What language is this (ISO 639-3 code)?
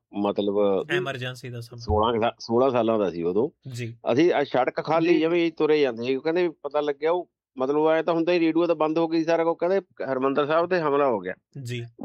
pan